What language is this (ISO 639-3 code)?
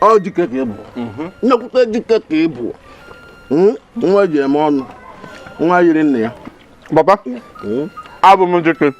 ibo